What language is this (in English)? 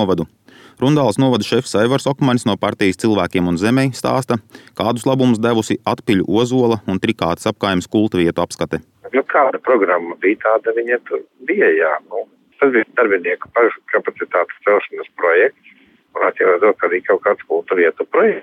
Latvian